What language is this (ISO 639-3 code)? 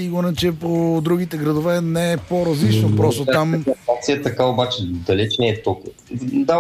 bul